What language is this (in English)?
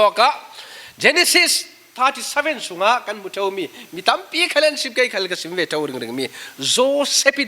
Falam Chin